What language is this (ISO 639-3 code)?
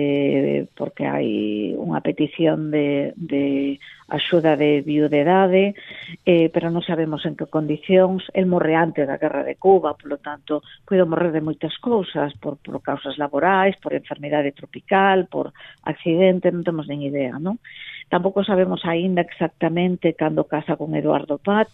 glg